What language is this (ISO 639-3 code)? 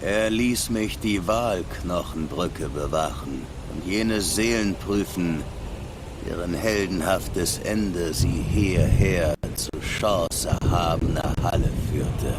gsw